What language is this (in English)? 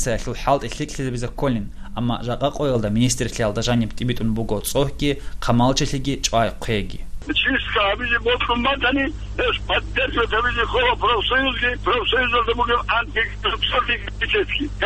Avaric